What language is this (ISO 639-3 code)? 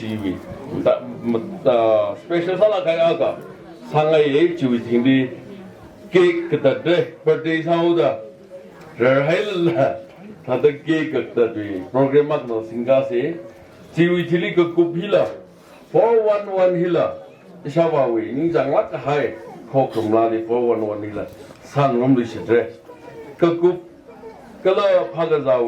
nmf